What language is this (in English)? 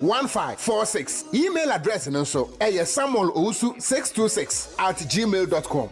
Akan